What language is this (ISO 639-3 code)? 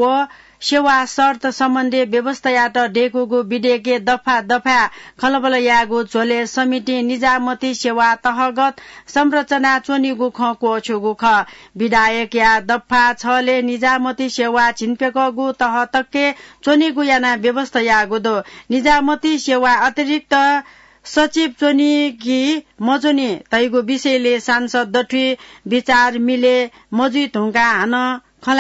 new